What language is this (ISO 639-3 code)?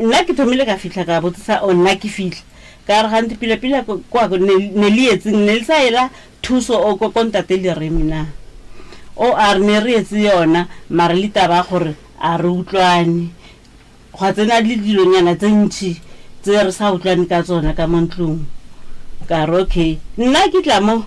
nso